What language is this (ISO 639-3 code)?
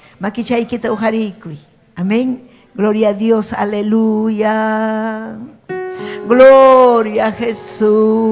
quy